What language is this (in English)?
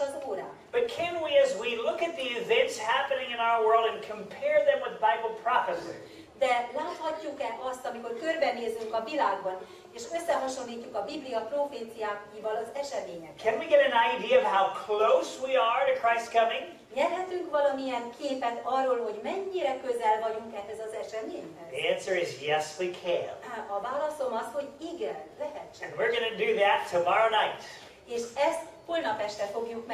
Hungarian